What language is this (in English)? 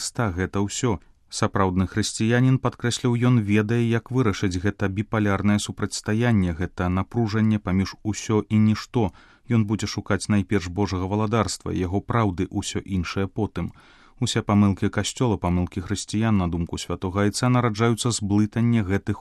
Belarusian